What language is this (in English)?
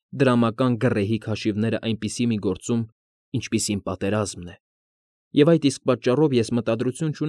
Armenian